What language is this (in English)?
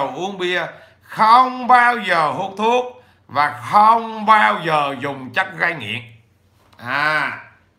Vietnamese